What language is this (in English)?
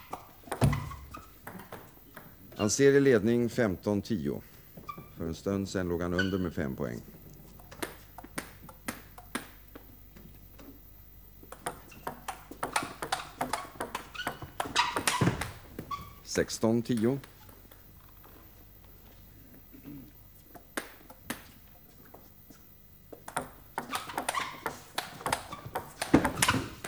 Swedish